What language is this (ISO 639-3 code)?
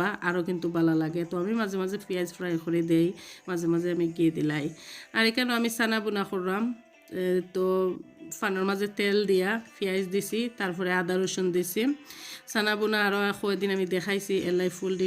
syl